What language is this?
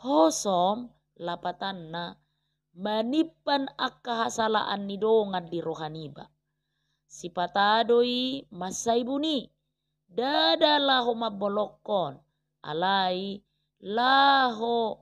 Batak Toba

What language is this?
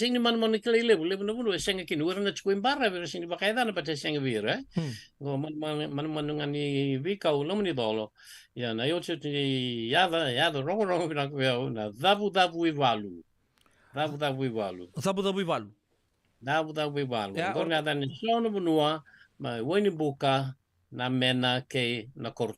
Fijian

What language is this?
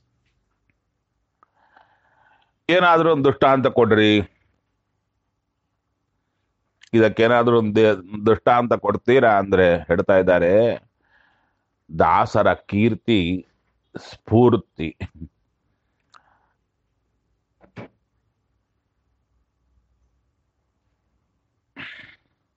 Kannada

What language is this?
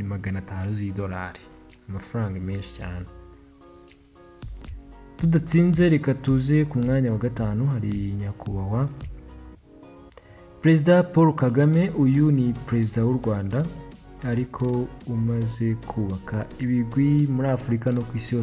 Kinyarwanda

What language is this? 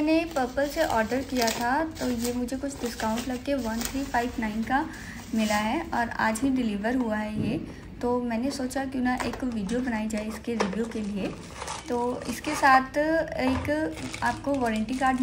Hindi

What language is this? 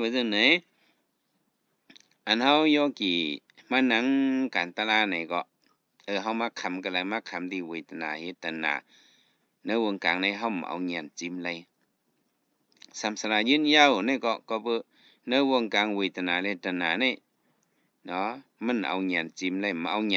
Shan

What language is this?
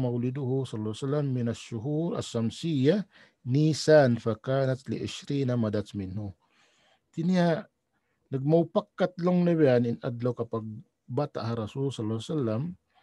Tausug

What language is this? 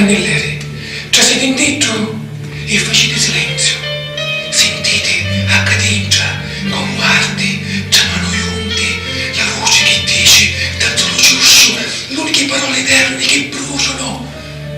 Sicilian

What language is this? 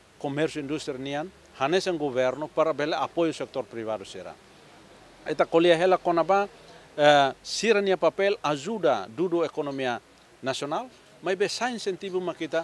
Tetum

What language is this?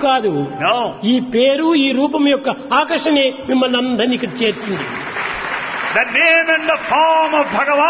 Telugu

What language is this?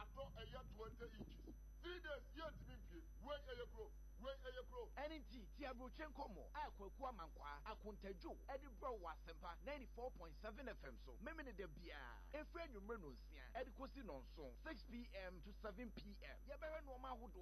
Akan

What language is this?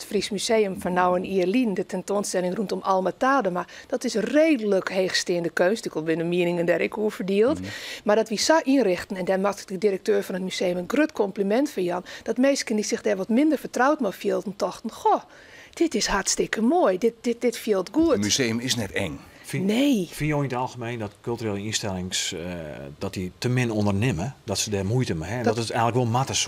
Western Frisian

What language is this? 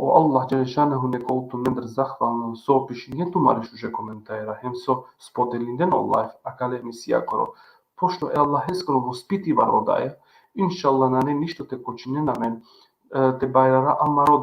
Balkan Romani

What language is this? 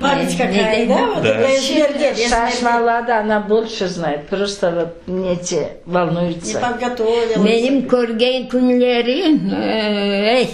Crimean Tatar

